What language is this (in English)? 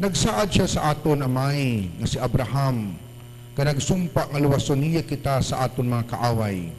Hiligaynon